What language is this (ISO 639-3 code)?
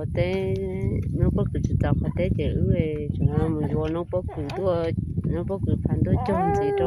hmn